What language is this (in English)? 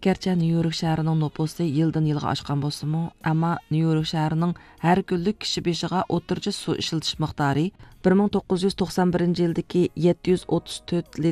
Uyghur